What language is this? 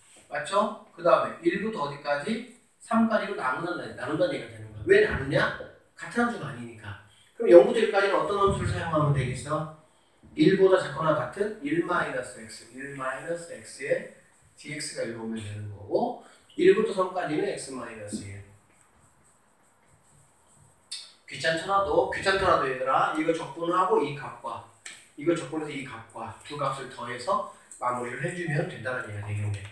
Korean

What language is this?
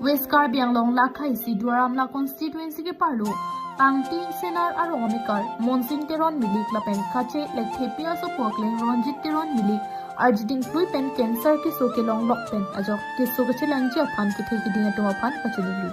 Karbi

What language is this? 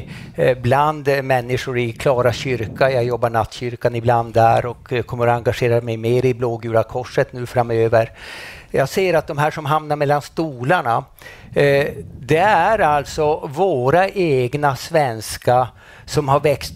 Swedish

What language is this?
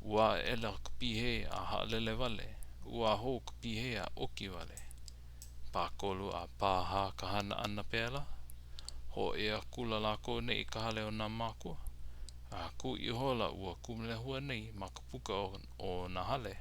Hawaiian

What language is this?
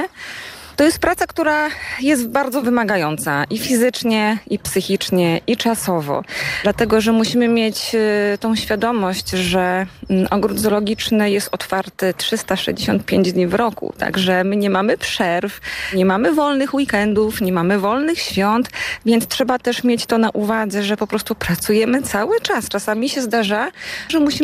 Polish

